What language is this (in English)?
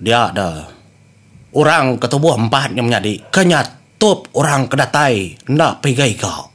Iban